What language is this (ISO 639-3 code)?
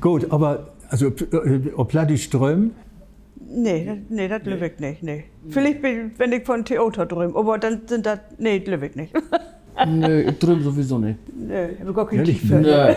nds